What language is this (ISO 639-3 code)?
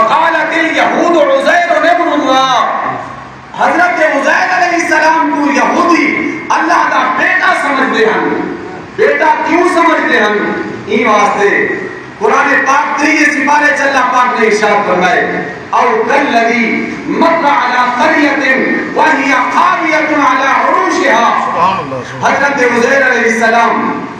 skr